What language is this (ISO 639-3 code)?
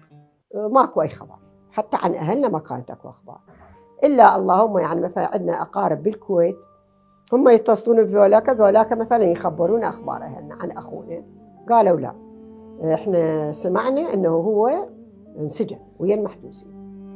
acm